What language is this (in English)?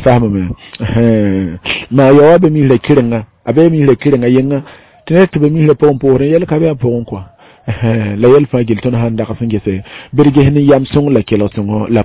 Mossi